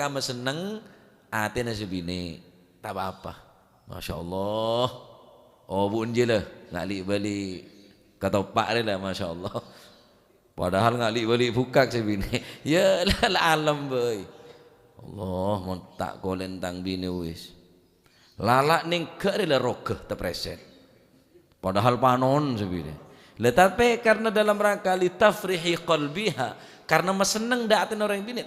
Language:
Madurese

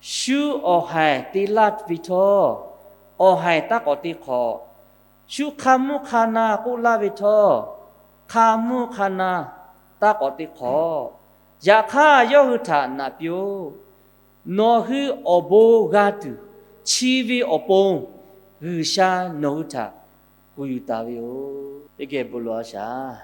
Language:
Lahu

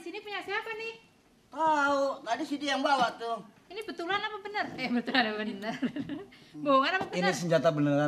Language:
Betawi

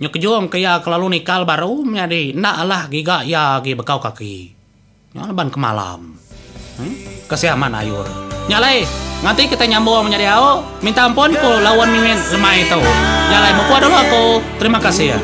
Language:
Iban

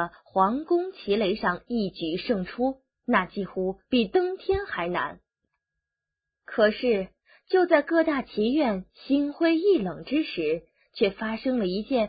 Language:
Chinese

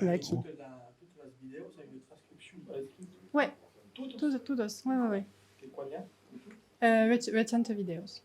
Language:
Occitan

